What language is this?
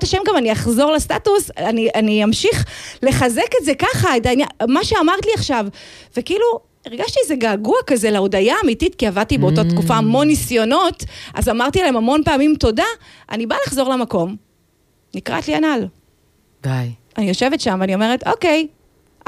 Hebrew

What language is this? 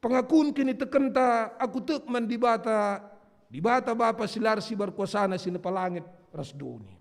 Batak Karo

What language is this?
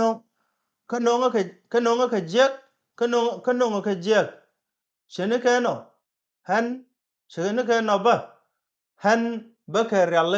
Nuer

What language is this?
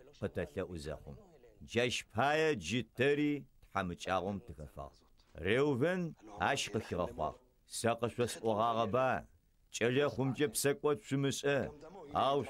Adyghe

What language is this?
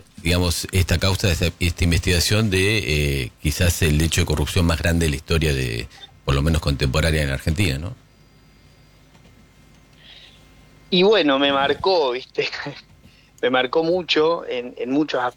Spanish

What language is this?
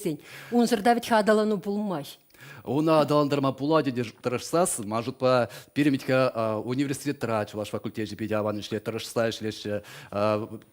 Chuvash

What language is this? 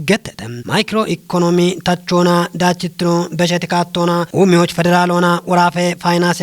Kafa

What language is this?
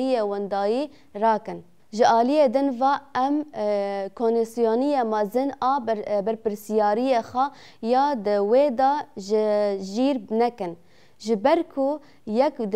Kurdish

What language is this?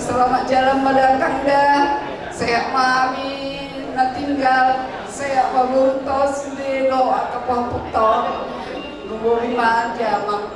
Batak Toba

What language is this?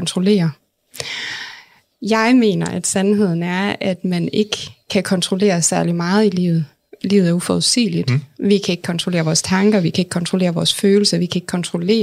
Danish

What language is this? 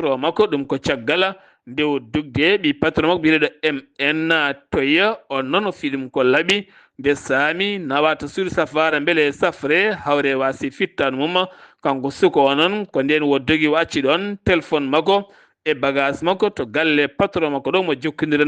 Fula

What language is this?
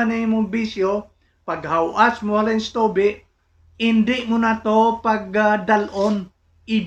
Hiligaynon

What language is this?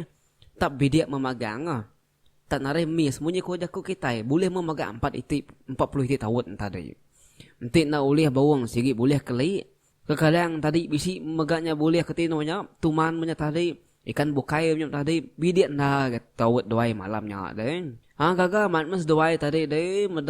Iban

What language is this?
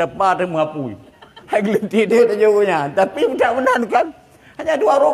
Achinese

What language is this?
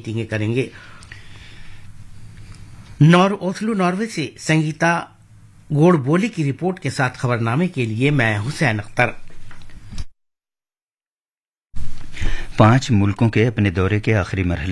Urdu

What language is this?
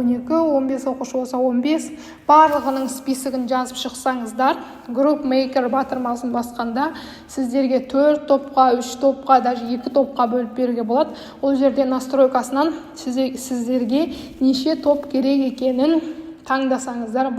Kazakh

